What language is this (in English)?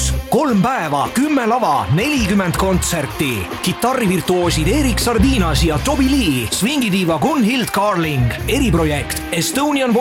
Estonian